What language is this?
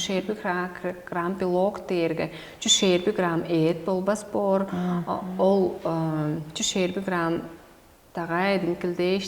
Tuvinian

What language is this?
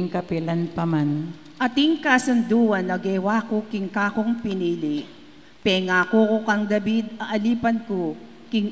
Pampanga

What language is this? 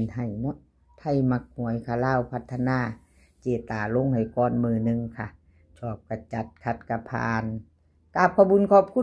Northeastern Thai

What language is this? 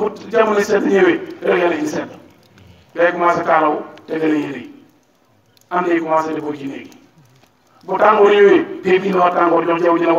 Wolof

